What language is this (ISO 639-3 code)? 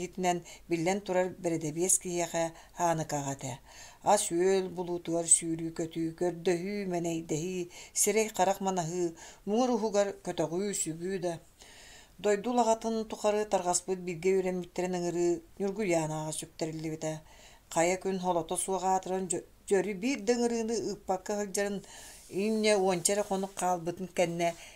sah